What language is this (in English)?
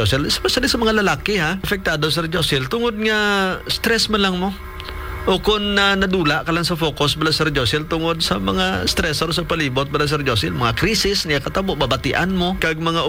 Hiligaynon